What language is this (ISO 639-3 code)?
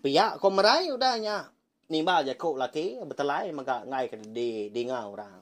iba